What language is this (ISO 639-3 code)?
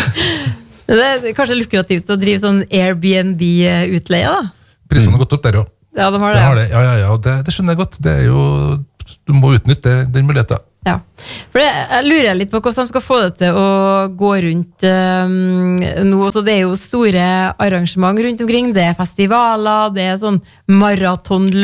nor